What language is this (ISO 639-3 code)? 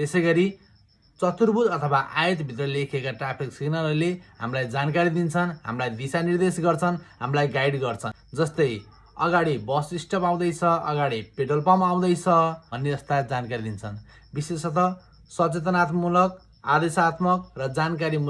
nep